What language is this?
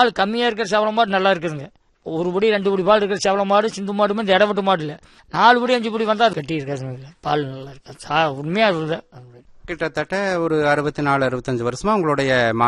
Tamil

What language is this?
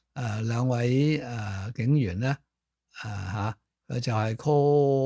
Cantonese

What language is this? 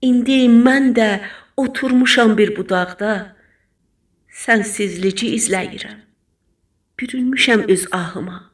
South Azerbaijani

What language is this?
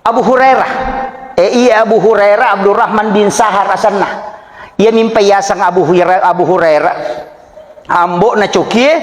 Buginese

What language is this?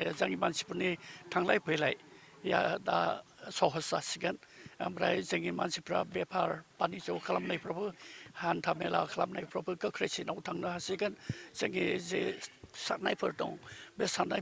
Bodo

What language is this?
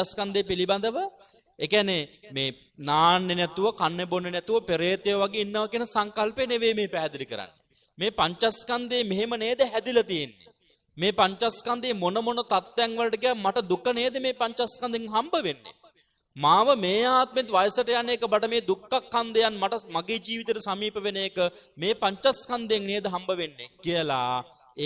Sinhala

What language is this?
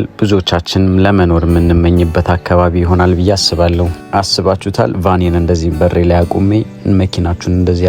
Amharic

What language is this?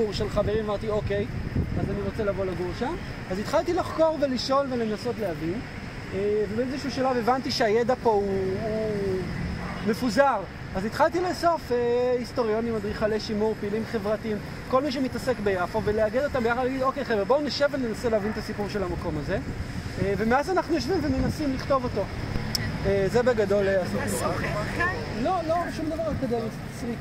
Hebrew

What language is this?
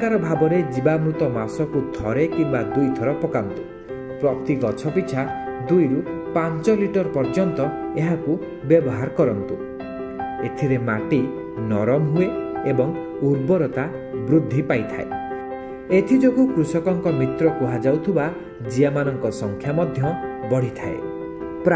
Odia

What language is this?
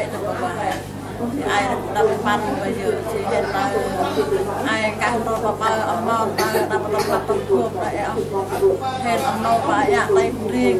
Central Mnong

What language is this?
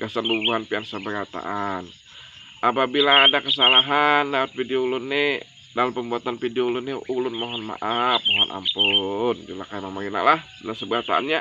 Banjar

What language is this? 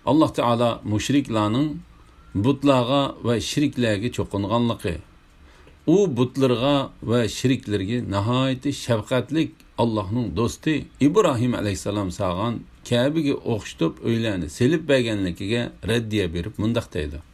Uyghur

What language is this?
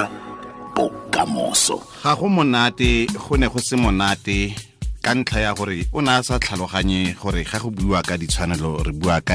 Tswana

